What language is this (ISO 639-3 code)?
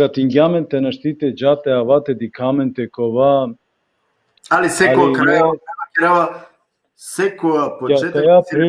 rmn